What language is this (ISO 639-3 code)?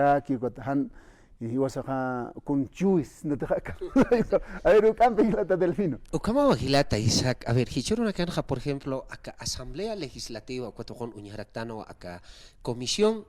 aym